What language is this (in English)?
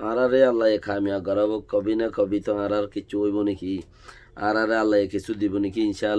Rohingya